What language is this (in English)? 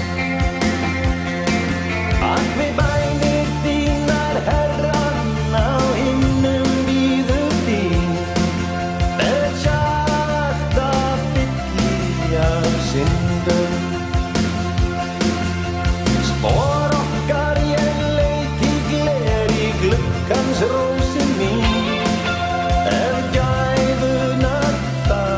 Icelandic